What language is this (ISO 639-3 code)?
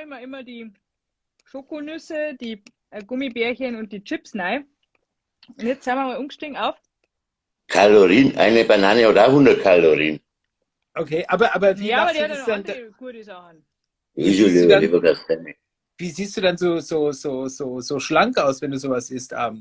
bar